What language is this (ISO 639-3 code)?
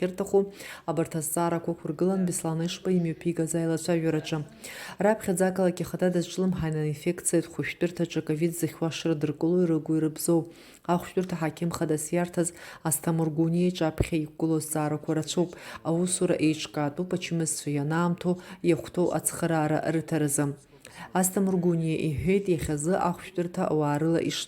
abk